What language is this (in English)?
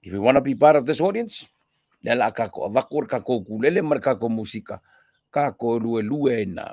Samoan